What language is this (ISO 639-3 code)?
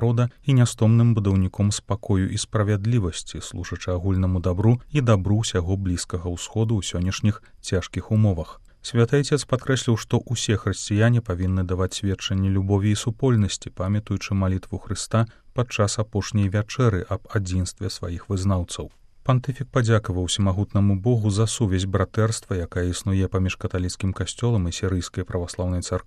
bel